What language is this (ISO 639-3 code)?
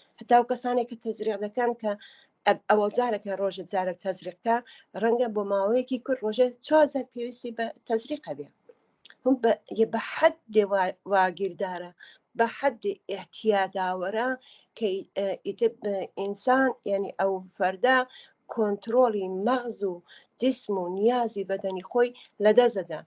ckb